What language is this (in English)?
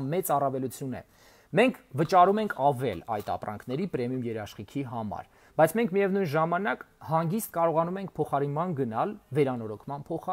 Armenian